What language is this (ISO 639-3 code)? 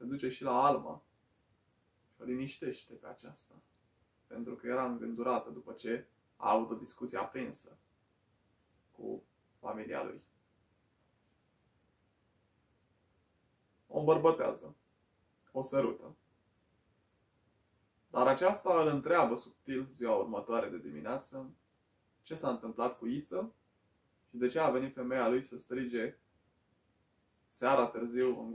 ron